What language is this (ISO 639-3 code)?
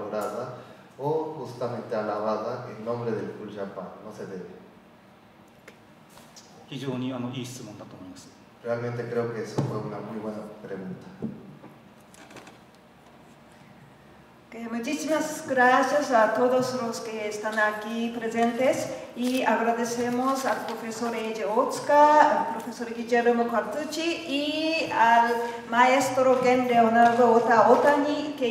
spa